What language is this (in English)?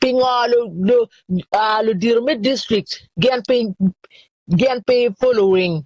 Acoli